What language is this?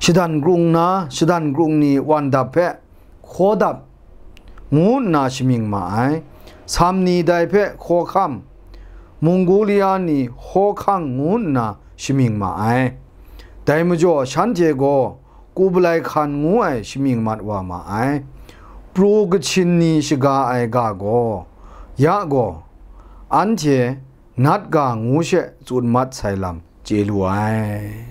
Kachin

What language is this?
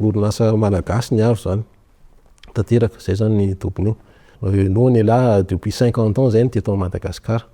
Malagasy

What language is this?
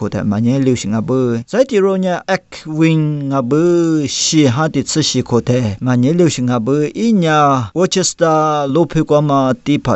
Lisu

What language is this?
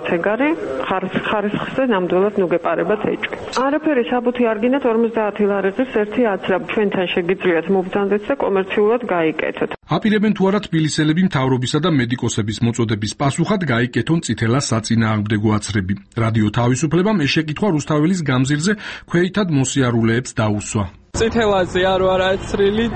Georgian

